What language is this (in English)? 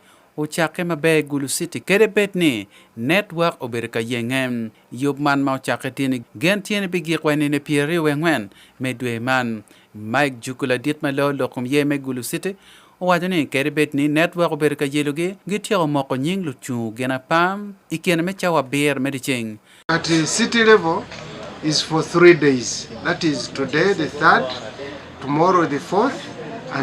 Acoli